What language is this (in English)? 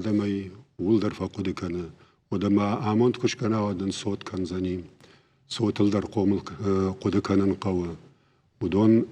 Ossetic